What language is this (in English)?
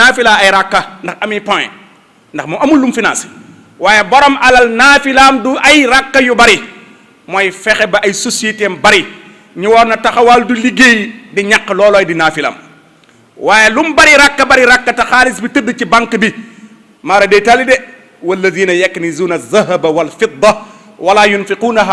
Wolof